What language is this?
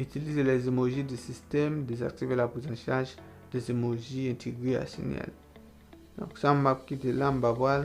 Haitian Creole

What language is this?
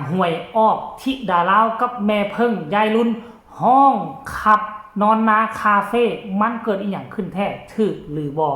Northeastern Thai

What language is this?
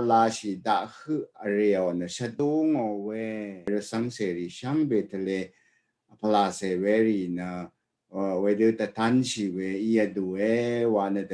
Rawang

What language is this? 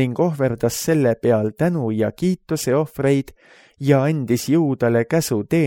Estonian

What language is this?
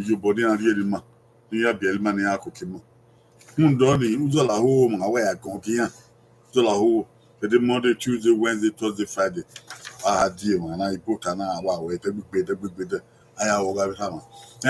Bini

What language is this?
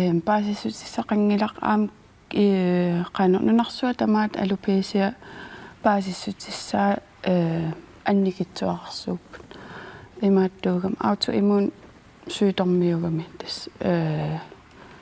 Kalaallisut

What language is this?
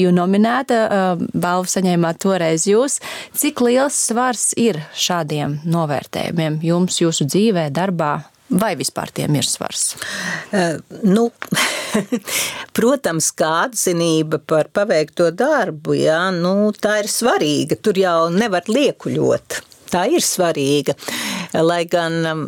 Latvian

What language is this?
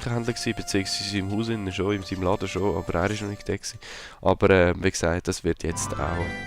Swiss German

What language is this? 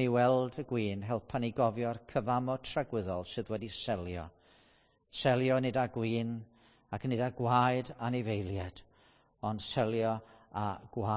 Welsh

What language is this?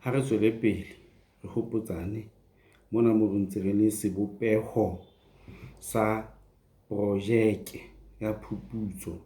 Southern Sotho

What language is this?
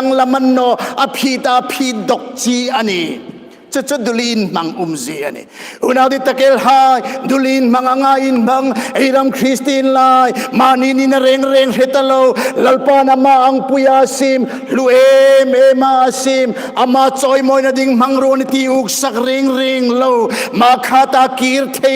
Hmar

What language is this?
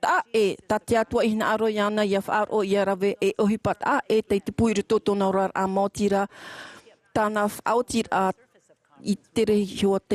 Tahitian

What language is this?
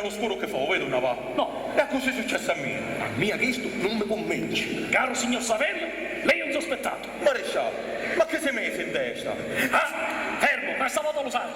Sicilian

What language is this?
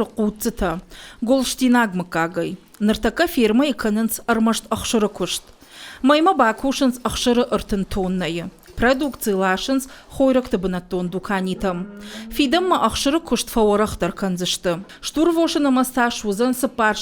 Ossetic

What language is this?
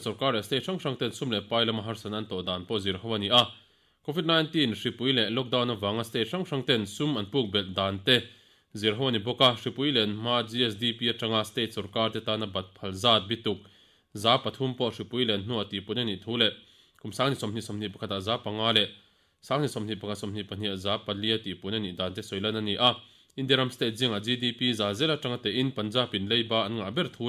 Mizo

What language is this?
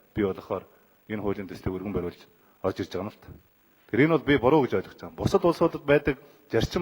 Mongolian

